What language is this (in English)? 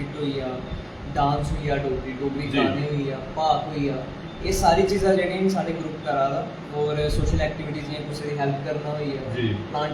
Dogri